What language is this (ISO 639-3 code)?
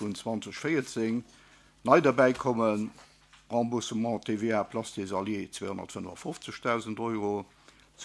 ltz